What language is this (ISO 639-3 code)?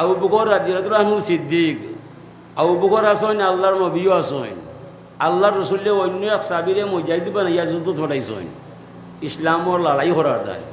syl